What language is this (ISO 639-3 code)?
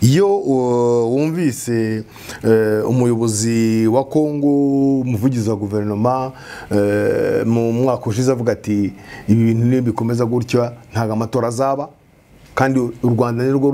kin